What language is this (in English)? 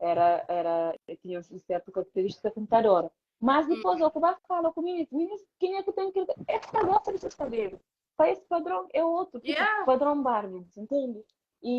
Kabuverdianu